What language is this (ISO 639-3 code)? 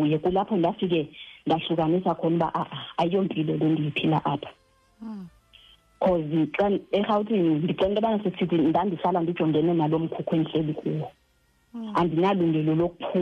xho